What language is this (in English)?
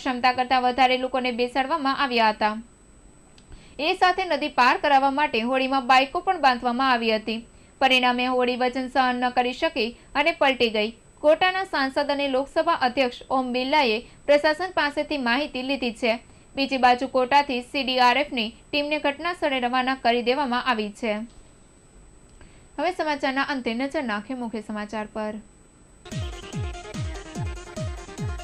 Gujarati